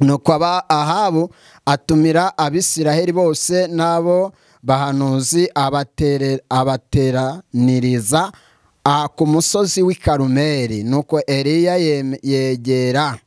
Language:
Kinyarwanda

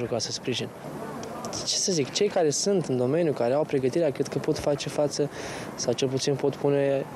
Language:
Romanian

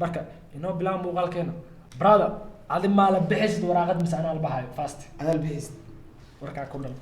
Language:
Somali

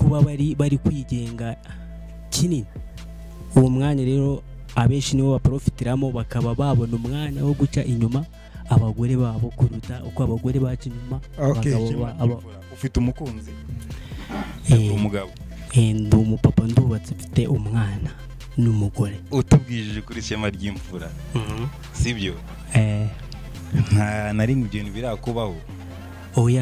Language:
Kinyarwanda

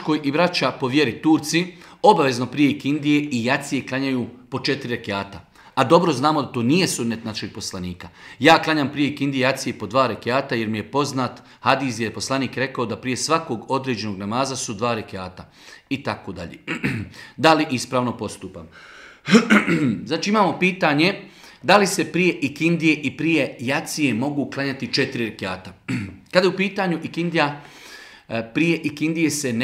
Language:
Bosnian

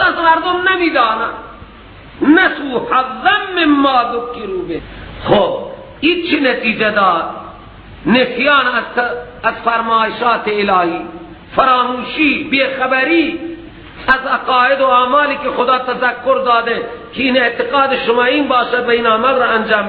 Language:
Persian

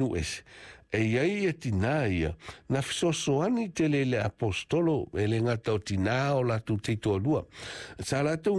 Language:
Samoan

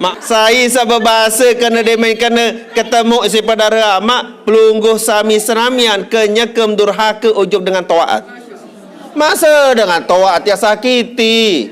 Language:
Sasak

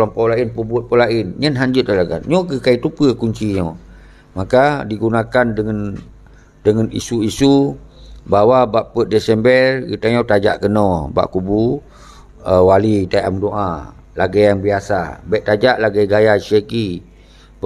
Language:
Achinese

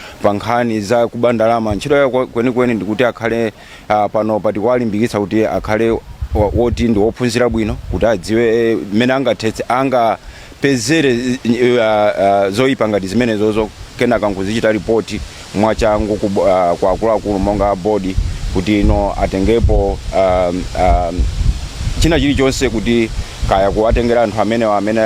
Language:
Nyanja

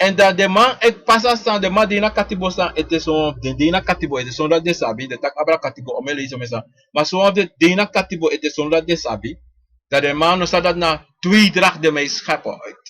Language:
Sranan Tongo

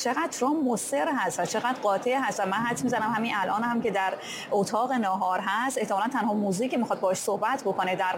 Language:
Persian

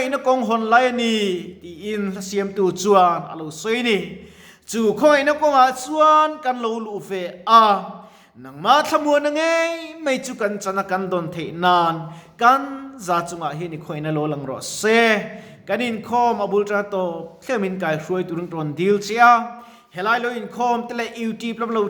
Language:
Mizo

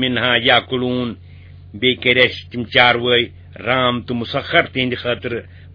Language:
Kashmiri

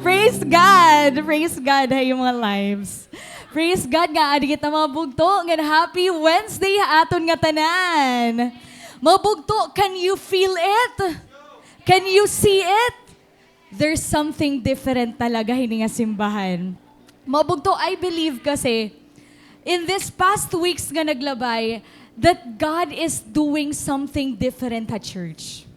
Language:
Waray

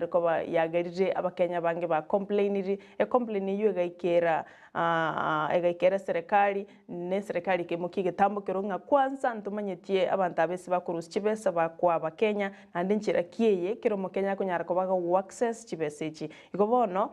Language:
Gusii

